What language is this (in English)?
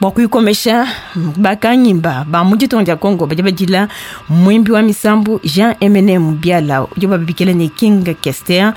Luba-Lulua